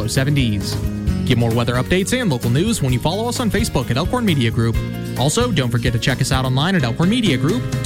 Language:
English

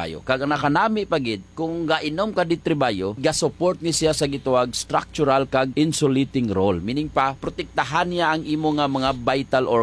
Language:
Hiligaynon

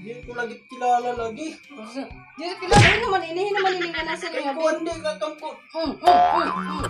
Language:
Waray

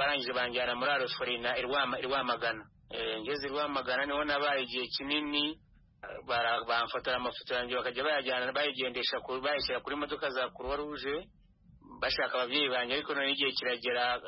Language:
Kinyarwanda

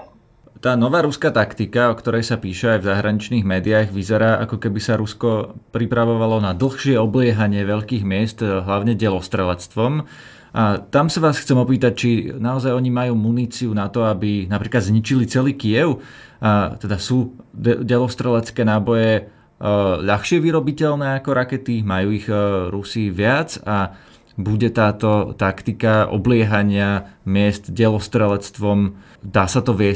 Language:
Slovak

